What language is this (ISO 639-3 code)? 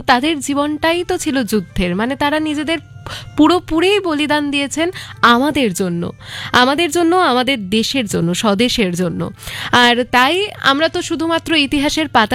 ben